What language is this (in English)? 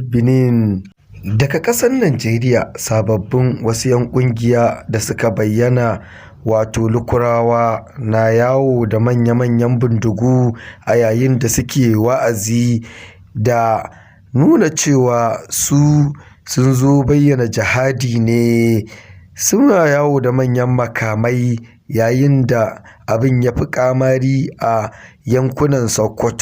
Hausa